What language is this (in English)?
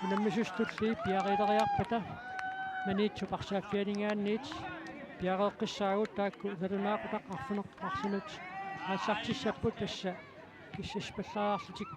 Kalaallisut